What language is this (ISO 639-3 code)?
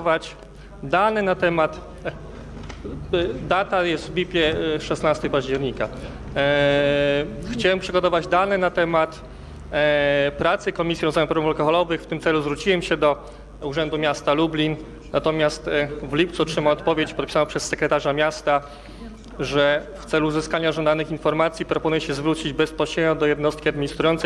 pol